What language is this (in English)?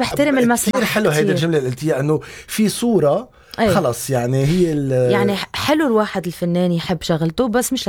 North Levantine Arabic